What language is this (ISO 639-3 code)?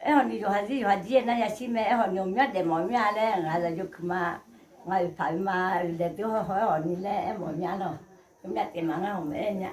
ahk